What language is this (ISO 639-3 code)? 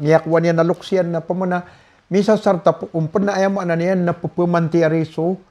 mrw